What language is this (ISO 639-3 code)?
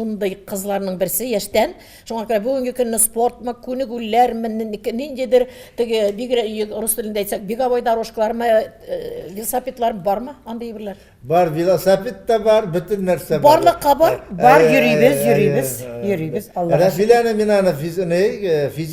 tat